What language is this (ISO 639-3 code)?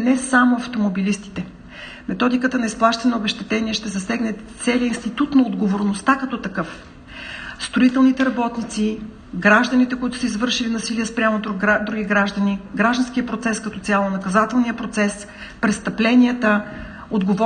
bul